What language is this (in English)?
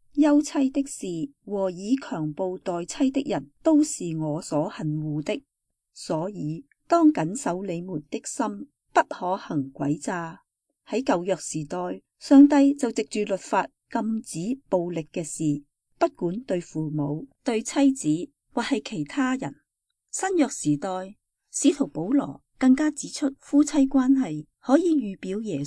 Cantonese